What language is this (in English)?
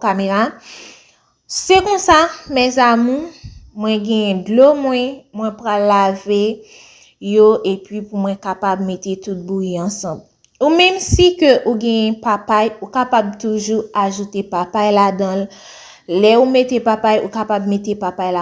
Haitian Creole